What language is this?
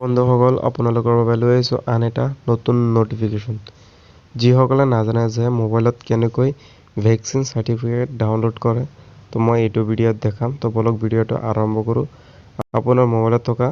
Assamese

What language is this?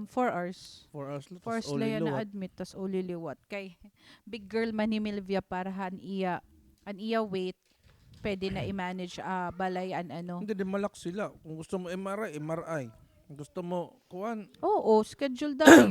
Waray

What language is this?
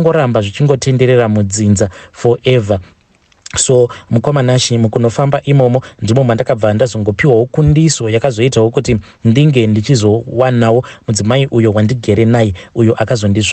Shona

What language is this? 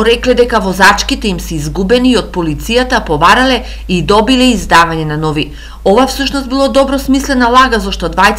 Macedonian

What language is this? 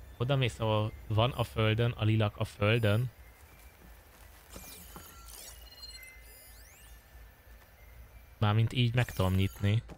Hungarian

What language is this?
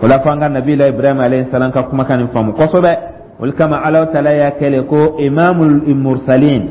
Dyula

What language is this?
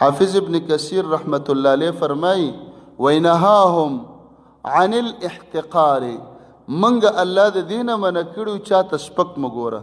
Pashto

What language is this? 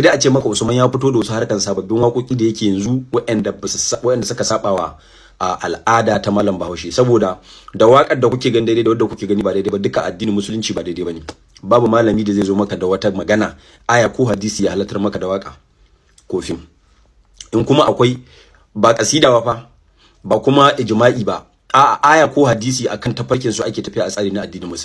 Hausa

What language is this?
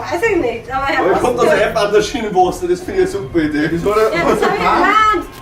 Bavarian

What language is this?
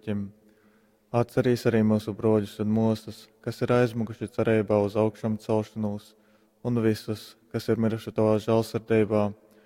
Latgalian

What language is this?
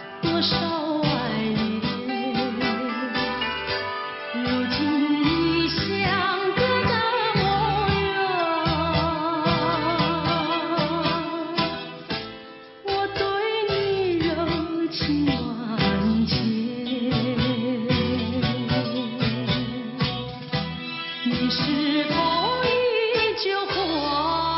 Chinese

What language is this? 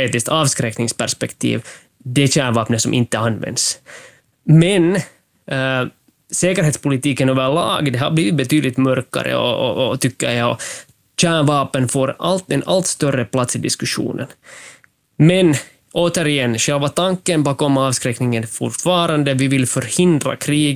Swedish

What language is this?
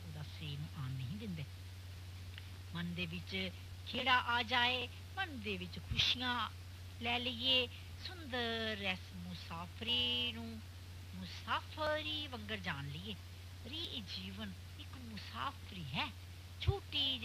Punjabi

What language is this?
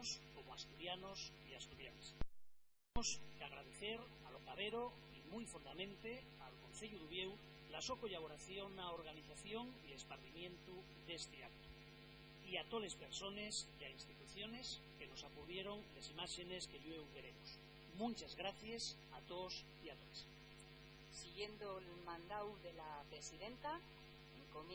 Asturian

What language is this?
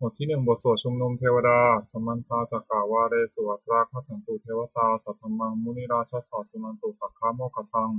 Pali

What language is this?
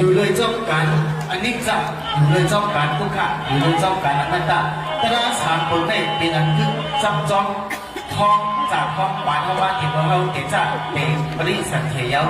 Shan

